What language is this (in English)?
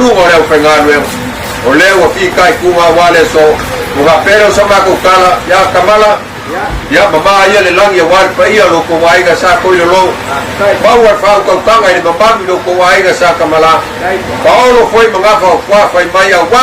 Samoan